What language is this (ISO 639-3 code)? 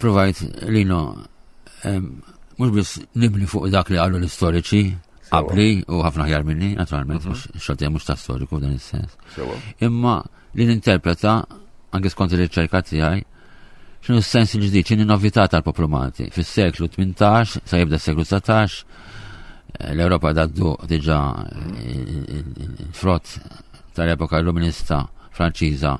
mlt